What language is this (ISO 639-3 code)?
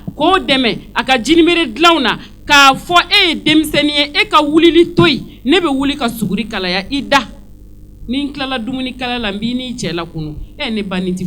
bam